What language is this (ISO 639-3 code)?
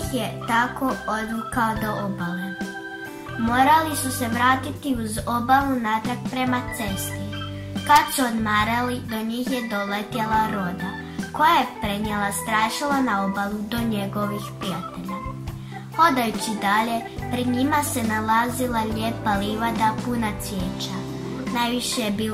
hrv